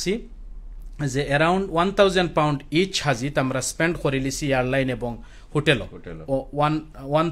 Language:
Sylheti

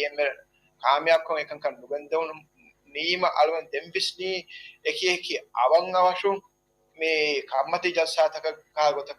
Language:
Divehi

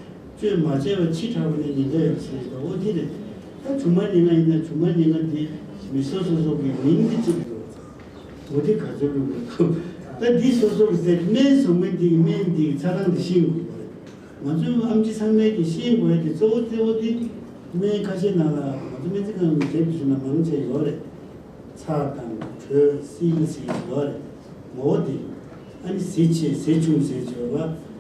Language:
Tibetan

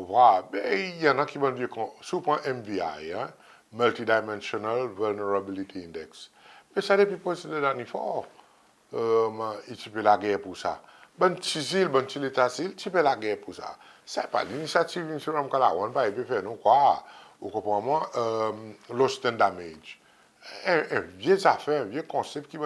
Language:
Seselwa Creole French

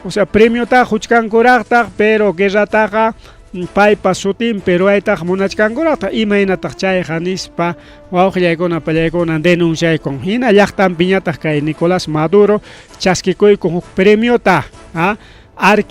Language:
Ayacucho Quechua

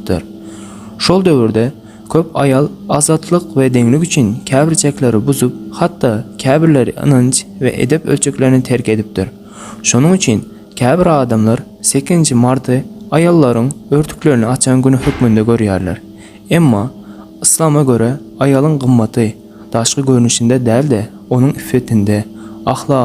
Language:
Turkmen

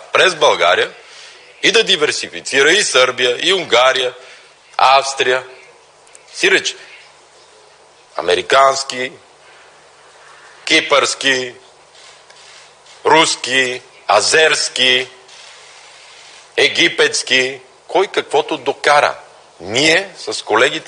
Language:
Bulgarian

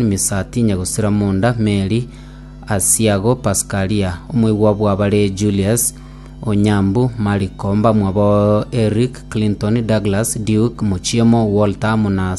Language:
Gusii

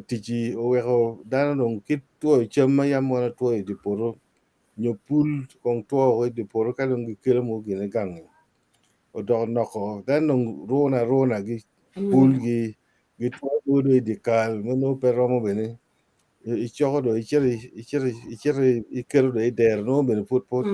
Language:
Acoli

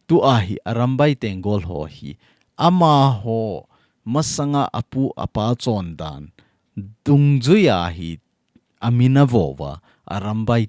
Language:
Thado Chin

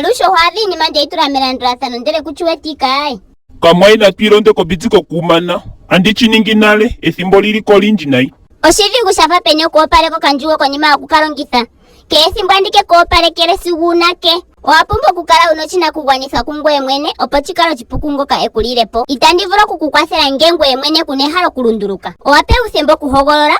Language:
Ndonga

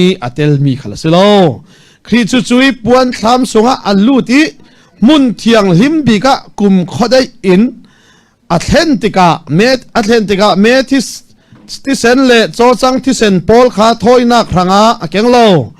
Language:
Falam Chin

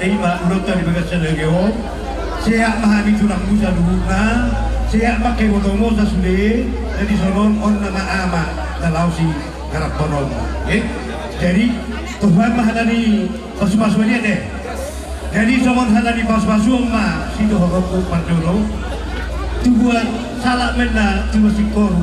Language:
Batak Toba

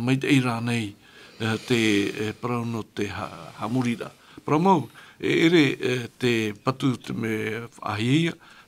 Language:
Tahitian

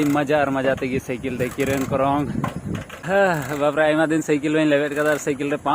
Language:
Santali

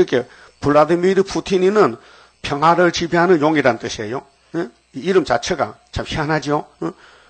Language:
Korean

